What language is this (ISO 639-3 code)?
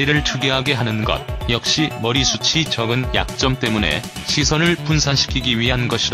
kor